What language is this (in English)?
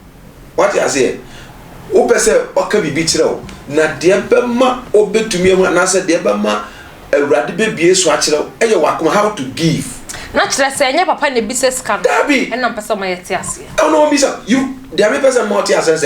Akan